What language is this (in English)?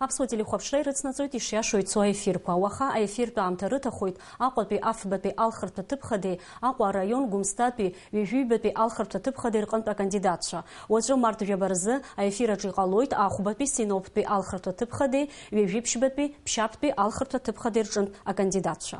Abkhazian